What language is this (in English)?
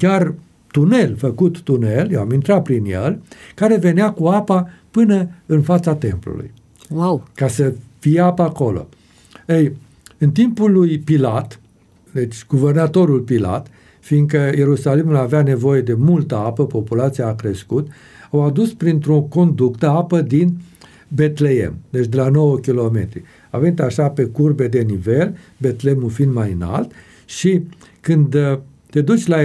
Romanian